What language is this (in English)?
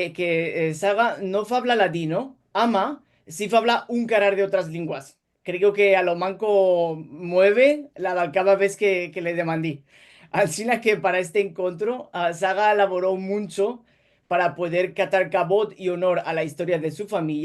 Ladino